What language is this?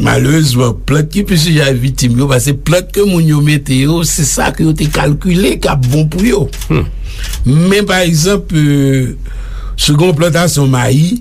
Haitian Creole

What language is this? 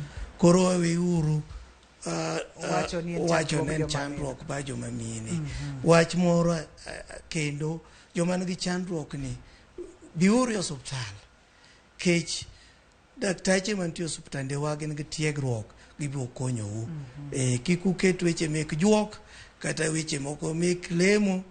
Luo (Kenya and Tanzania)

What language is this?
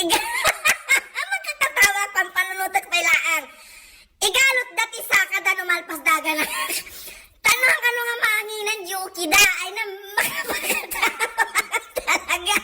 Iloko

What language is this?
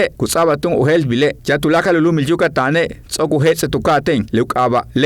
Yucateco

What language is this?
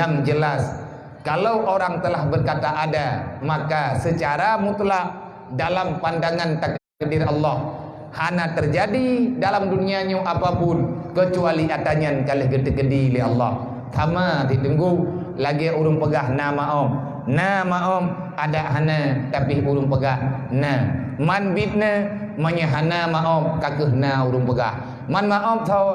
Achinese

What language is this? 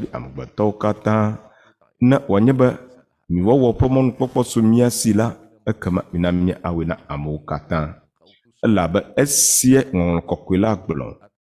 Ewe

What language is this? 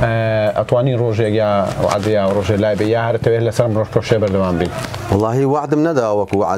Central Kurdish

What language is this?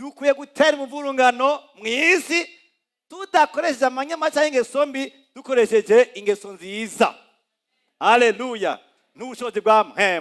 Rundi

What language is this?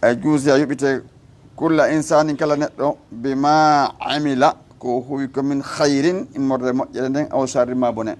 Fula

